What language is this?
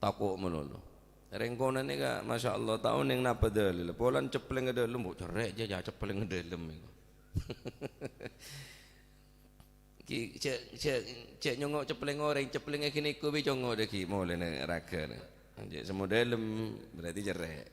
Madurese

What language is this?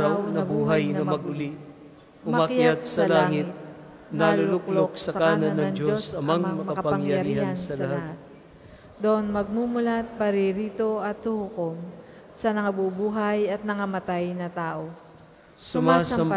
Filipino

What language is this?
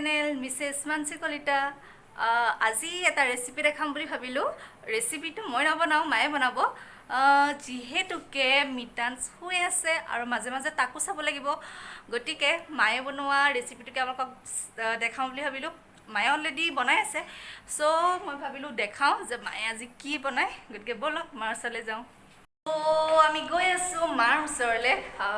Assamese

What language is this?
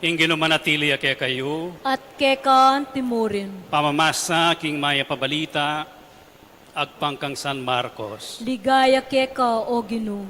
Pampanga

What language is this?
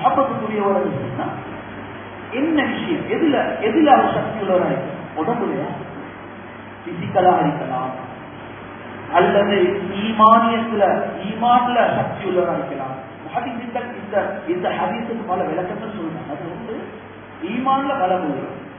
Tamil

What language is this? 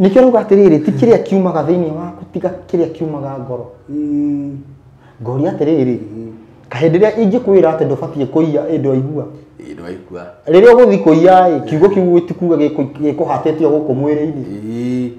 Kikuyu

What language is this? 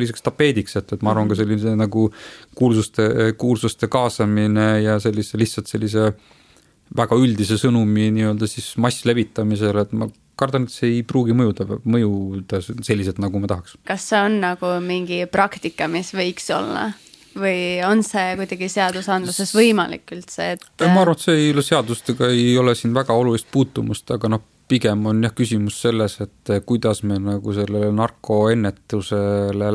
Estonian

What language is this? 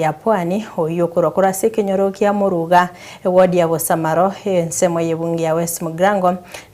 Gusii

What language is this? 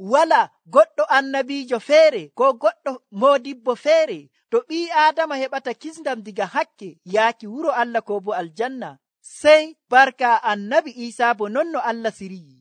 Nigerian Fulfulde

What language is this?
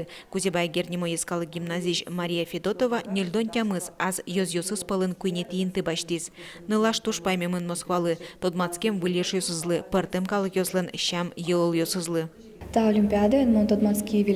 Udmurt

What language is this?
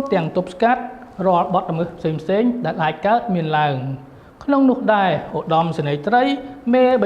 Khmer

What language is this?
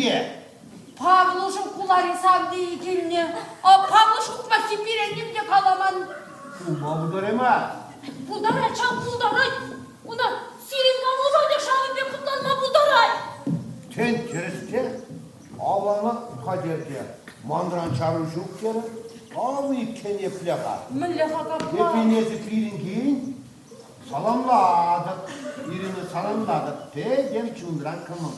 Chuvash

